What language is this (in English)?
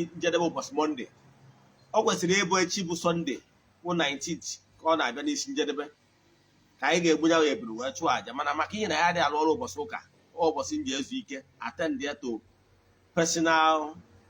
Igbo